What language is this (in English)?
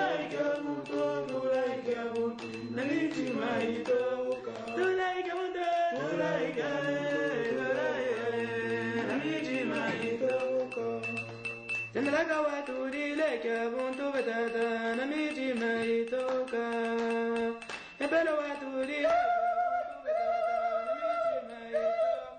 Swahili